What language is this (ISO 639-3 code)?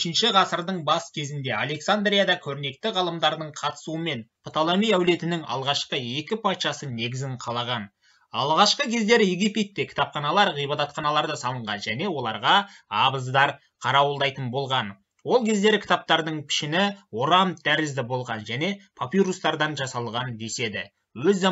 kaz